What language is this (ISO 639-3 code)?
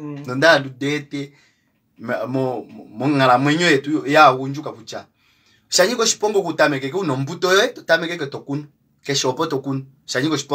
kua